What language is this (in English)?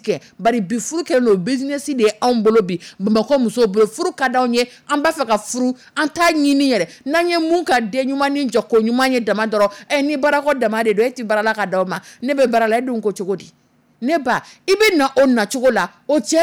Dyula